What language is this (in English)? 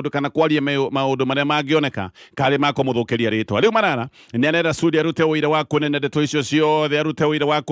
Kikuyu